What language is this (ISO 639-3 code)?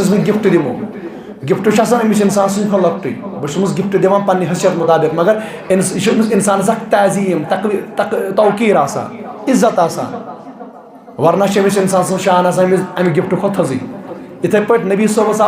kas